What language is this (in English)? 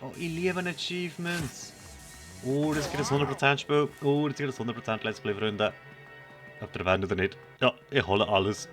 Swiss German